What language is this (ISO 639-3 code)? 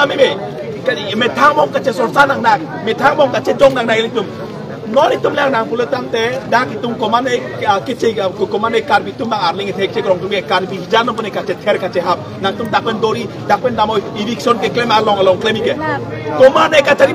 mjw